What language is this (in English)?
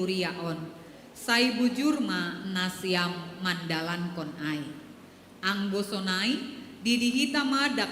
Batak Simalungun